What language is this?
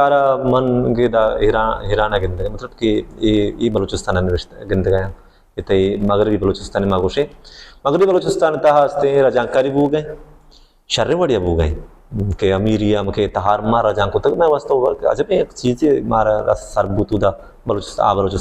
Baluchi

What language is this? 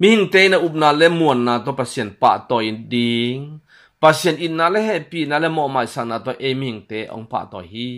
Tedim Chin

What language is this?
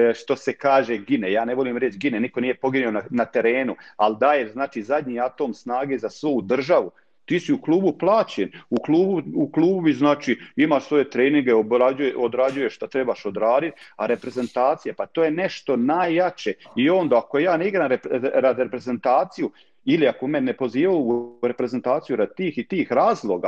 Croatian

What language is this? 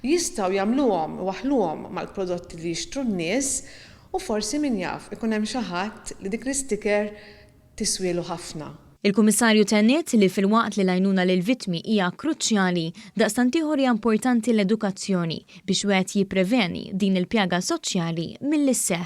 Maltese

